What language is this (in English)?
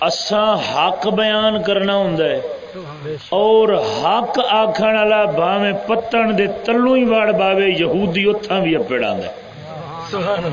Saraiki